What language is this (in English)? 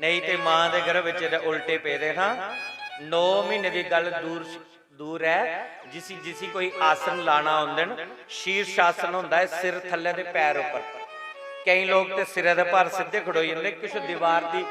Dogri